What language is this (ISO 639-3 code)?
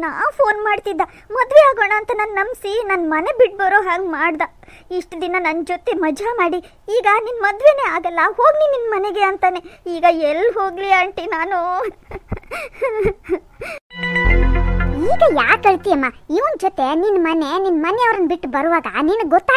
kan